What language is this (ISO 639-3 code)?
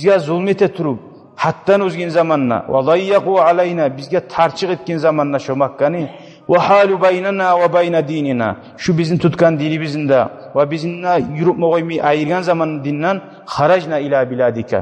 kum